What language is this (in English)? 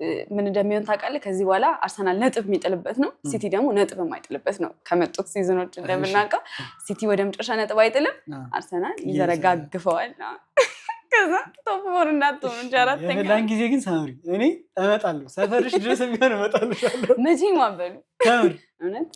Amharic